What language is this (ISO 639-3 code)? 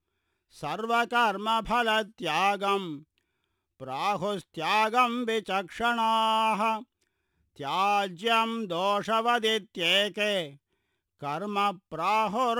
san